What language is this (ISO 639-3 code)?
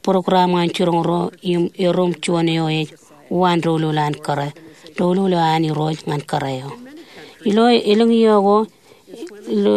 mah